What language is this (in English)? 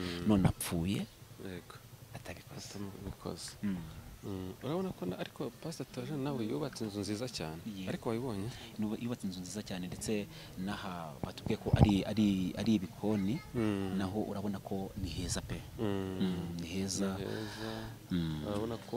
Kinyarwanda